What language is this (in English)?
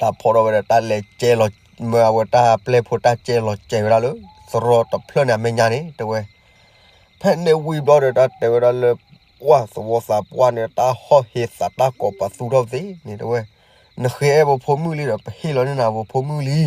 S'gaw Karen